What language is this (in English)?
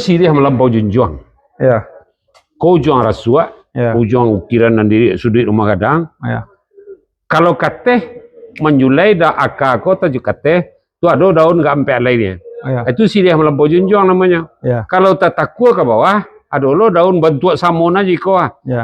Minangkabau